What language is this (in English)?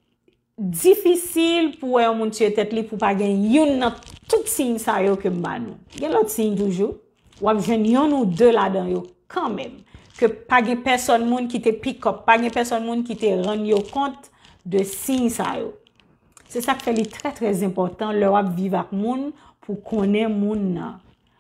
Haitian Creole